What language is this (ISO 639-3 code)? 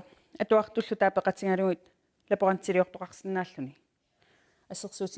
kal